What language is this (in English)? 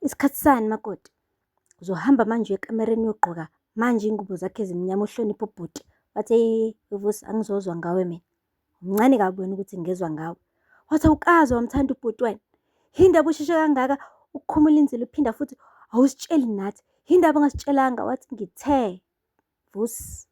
Zulu